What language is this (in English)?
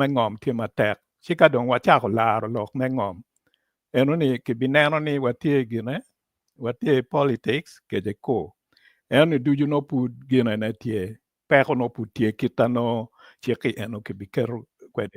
Acoli